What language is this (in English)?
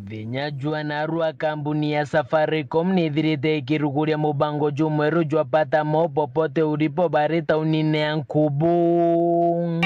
Meru